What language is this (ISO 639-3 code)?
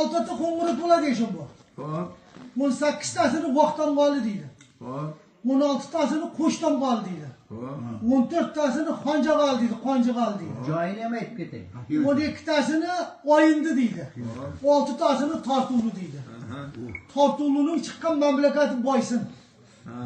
uzb